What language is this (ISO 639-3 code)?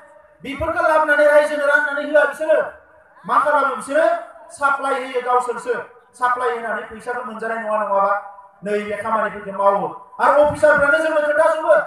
brx